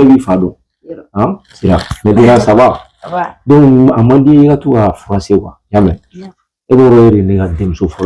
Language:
Bambara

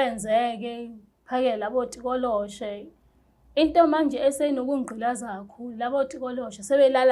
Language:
Zulu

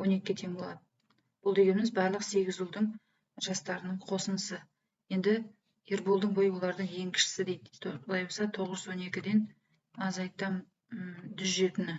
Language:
Kazakh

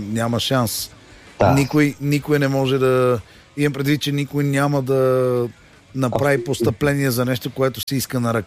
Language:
Bulgarian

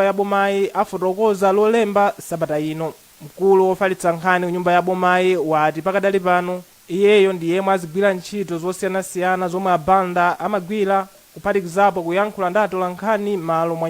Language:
Nyanja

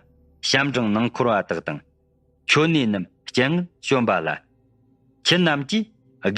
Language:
Tibetan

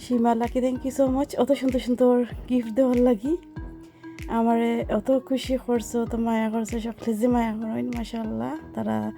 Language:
Sylheti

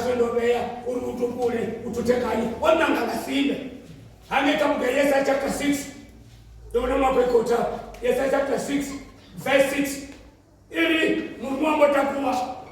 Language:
Venda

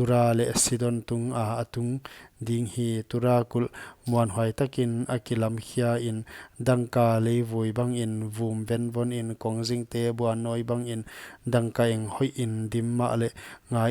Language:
Paite Chin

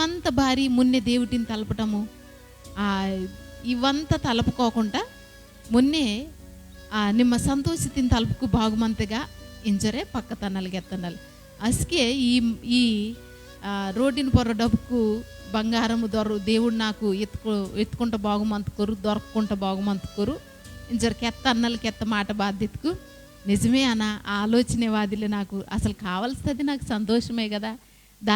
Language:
Koya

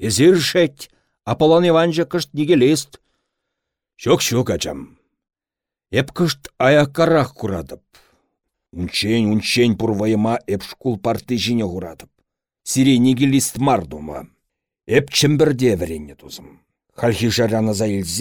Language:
Chuvash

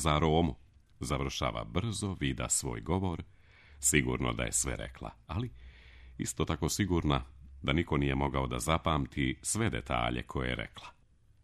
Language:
Serbian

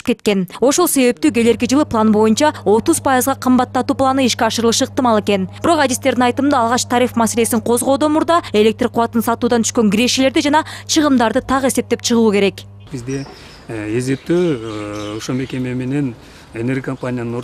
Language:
Kyrgyz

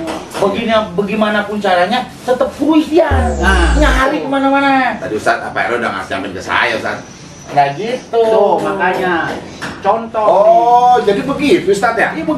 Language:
Betawi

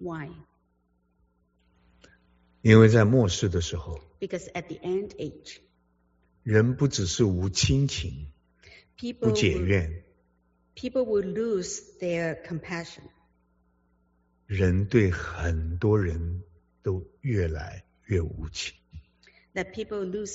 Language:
Chinese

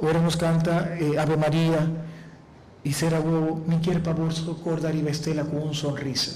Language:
Papiamento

